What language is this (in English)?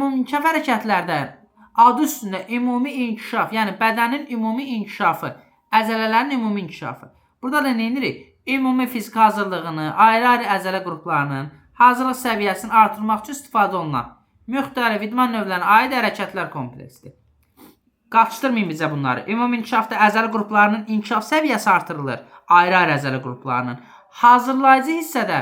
Azerbaijani